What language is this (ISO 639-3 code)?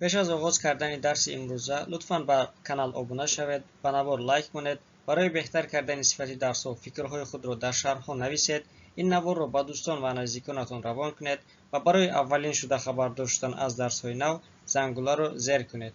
tgk